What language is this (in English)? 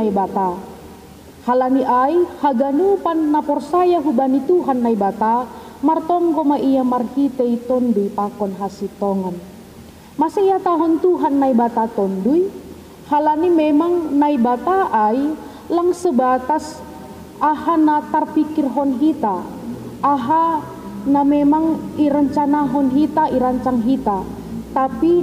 Batak Simalungun